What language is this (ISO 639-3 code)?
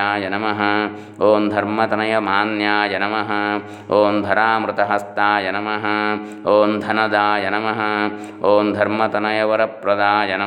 san